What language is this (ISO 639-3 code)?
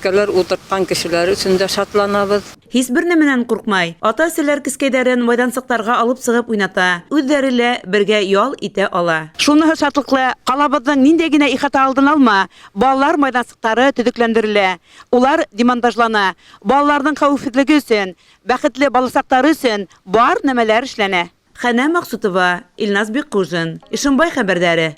bak